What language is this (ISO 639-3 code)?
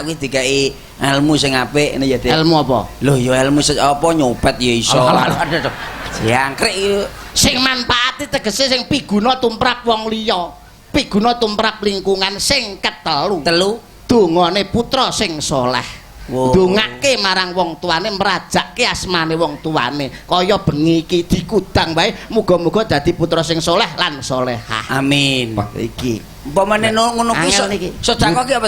jav